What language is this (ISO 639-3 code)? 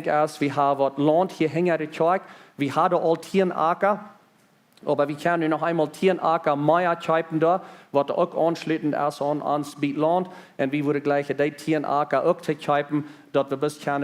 pdt